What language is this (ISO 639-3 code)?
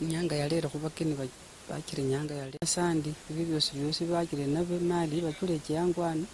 luy